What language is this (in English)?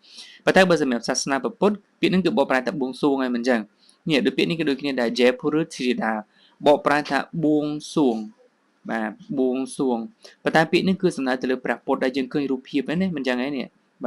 Khmer